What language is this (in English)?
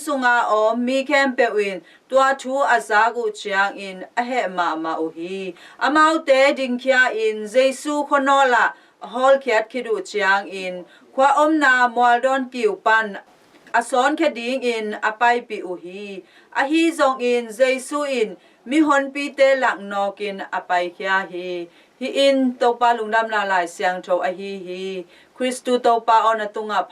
Tedim Chin